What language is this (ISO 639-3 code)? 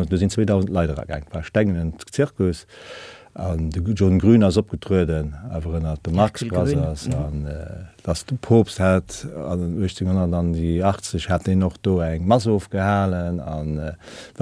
ltz